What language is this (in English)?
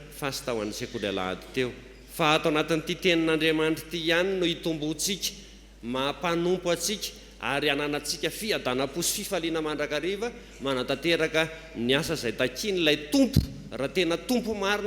Malagasy